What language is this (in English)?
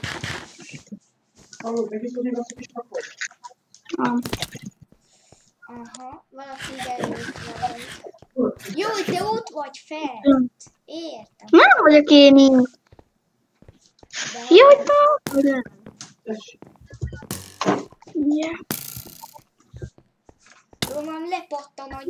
Hungarian